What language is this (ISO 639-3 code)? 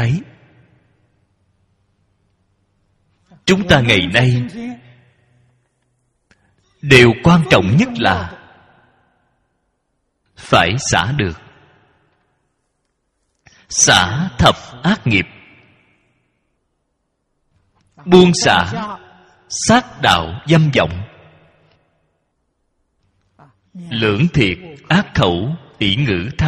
vie